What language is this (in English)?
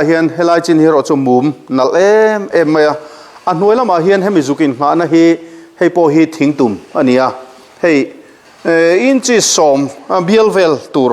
Mizo